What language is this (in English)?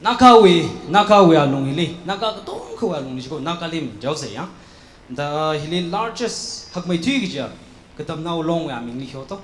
Tangkhul Naga (India)